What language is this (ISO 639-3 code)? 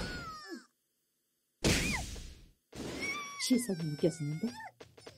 kor